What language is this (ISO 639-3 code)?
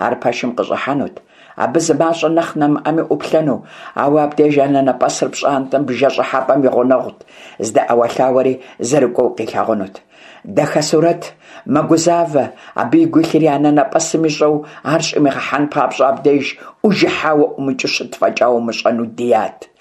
kbd